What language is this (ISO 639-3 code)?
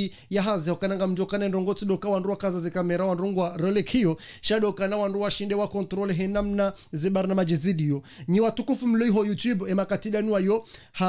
zdj